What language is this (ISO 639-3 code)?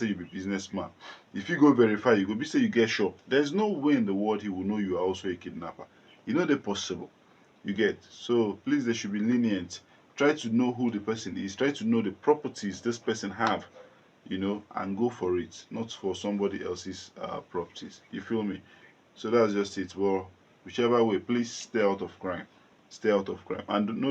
pcm